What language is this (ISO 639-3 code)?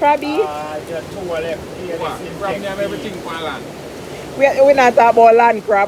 jam